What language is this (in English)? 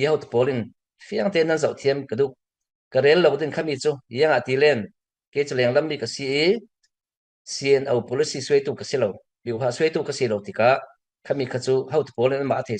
Falam Chin